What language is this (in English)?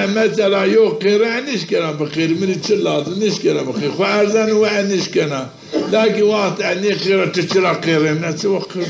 Zaza